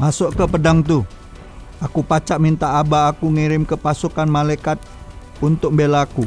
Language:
Musi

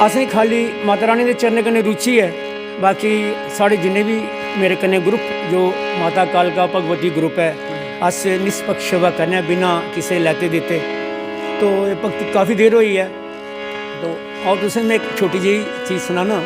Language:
Dogri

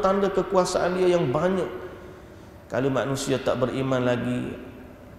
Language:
Malay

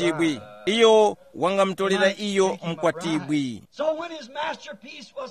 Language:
Tumbuka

